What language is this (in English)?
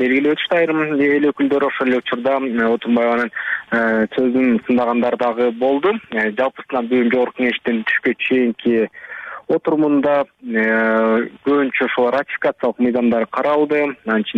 Kyrgyz